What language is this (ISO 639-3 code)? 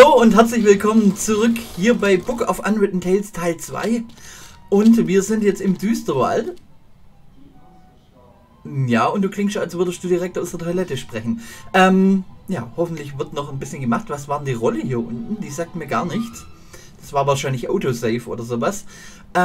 deu